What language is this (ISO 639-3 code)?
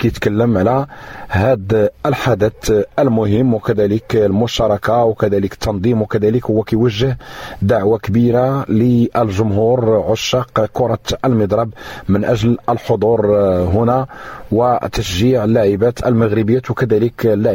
ary